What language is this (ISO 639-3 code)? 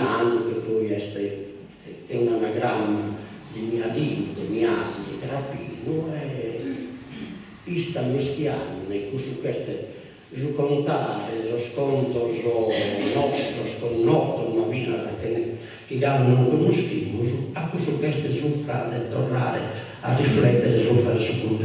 srd